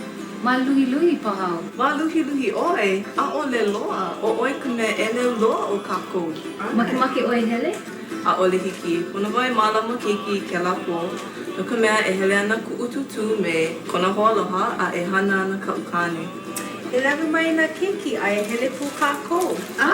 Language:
Hawaiian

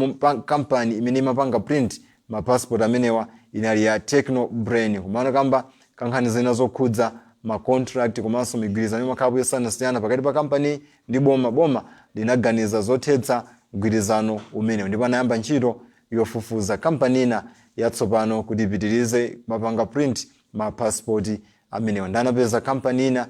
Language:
Nyanja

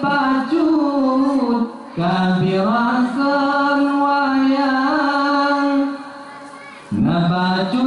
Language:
Achinese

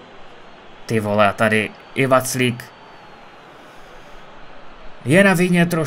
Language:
Czech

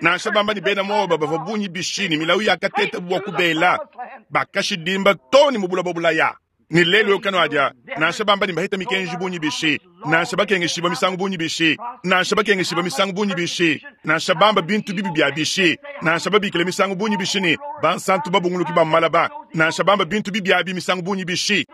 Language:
Luba-Lulua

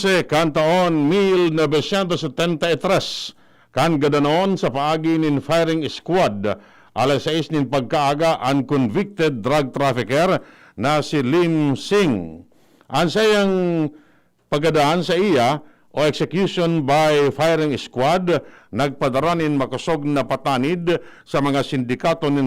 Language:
Bikol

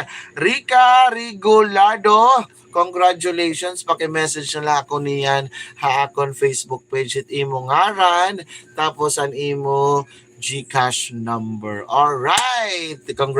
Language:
Waray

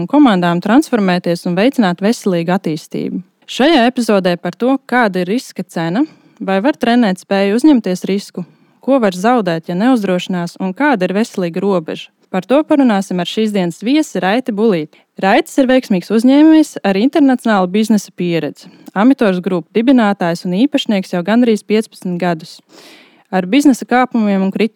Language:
Latvian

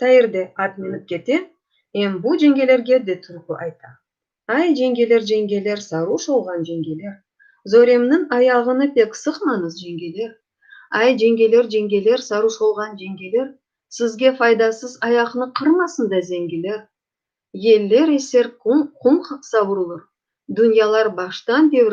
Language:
Crimean Tatar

